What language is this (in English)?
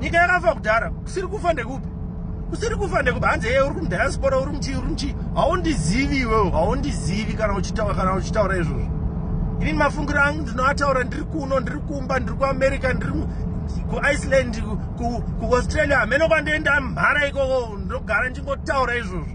Shona